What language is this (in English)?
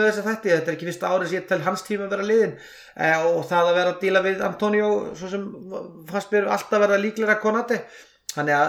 Icelandic